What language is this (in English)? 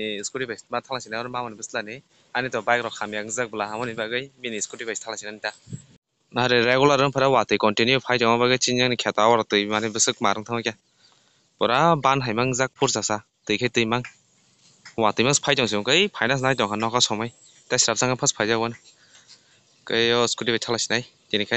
Kok Borok